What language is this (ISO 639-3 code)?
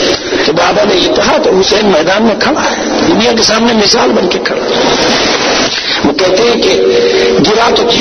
urd